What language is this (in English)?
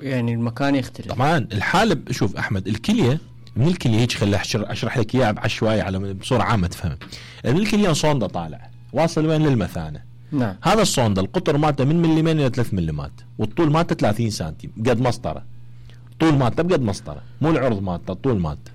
Mesopotamian Arabic